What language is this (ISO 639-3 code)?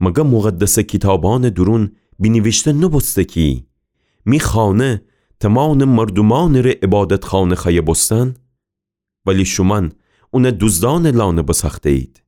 glk